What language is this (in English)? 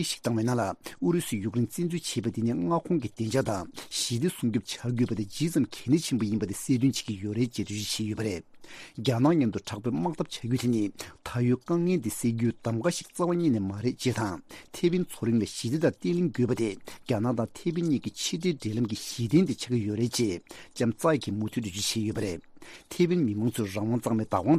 Tibetan